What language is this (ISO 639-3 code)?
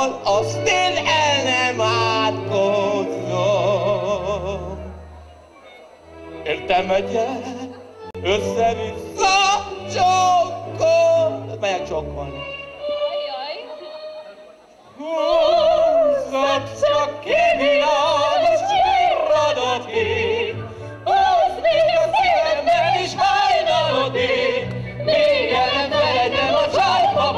hun